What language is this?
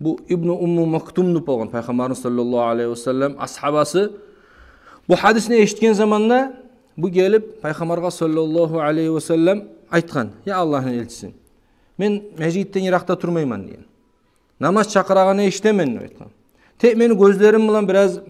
Kumyk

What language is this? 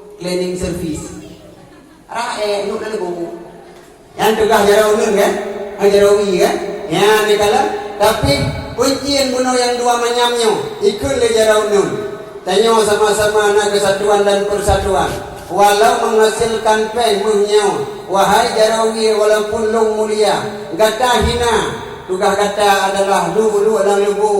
Achinese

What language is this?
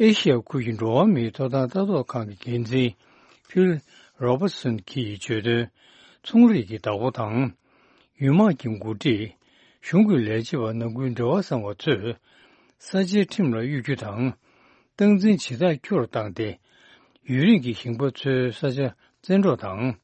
Tibetan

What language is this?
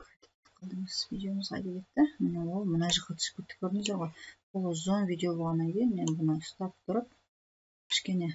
Kazakh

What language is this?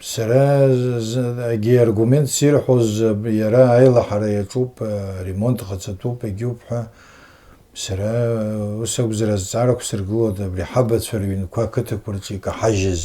Abkhazian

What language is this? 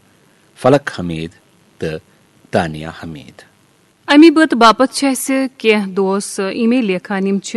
Kashmiri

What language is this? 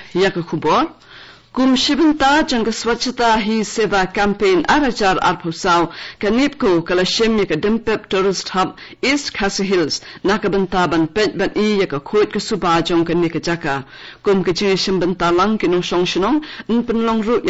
Khasi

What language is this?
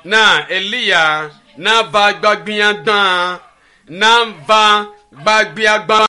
Ewe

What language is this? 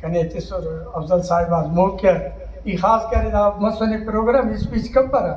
Brahui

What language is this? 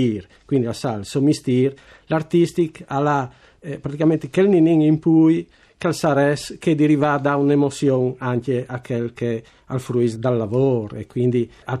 Friulian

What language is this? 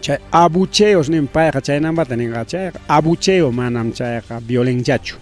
Ayacucho Quechua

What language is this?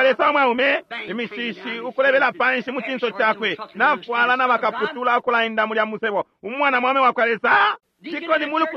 Bemba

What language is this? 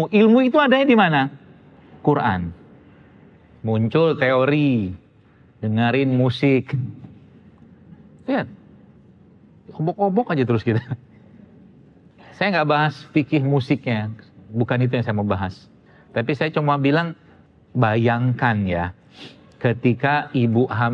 Indonesian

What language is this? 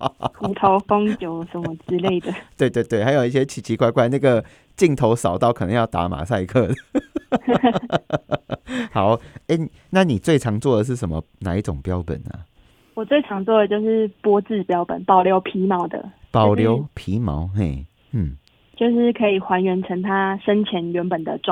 Chinese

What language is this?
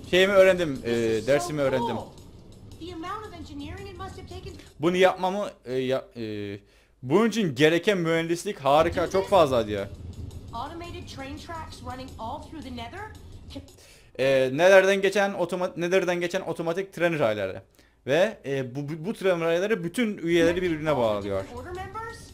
Turkish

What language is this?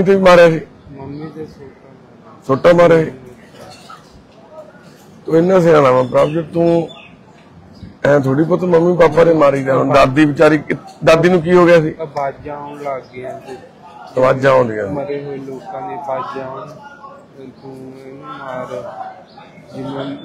Punjabi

